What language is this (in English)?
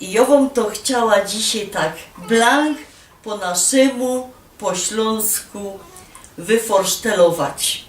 Silesian